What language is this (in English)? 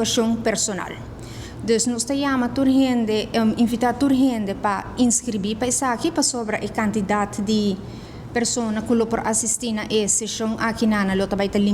Papiamento